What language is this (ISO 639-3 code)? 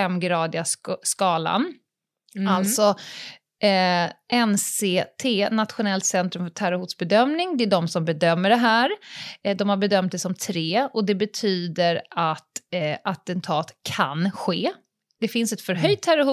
swe